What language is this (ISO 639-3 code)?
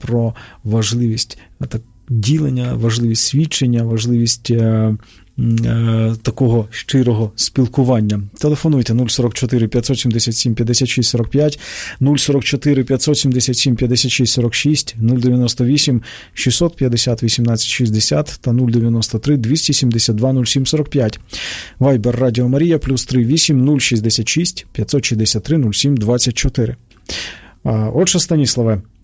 ukr